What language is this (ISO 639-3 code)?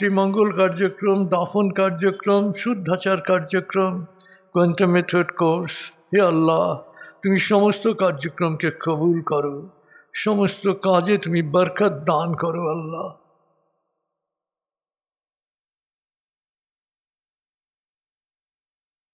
ben